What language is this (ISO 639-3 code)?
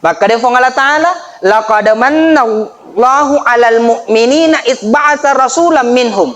bug